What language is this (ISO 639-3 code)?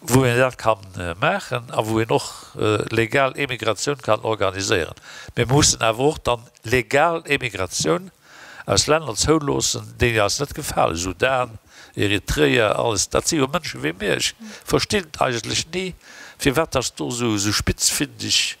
ltz